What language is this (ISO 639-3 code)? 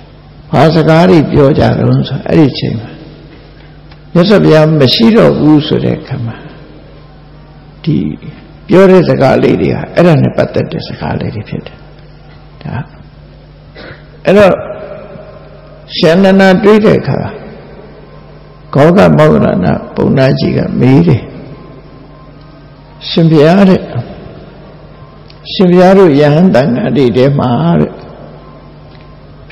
mya